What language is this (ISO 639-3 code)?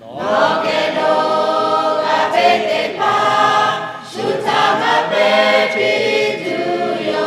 lhu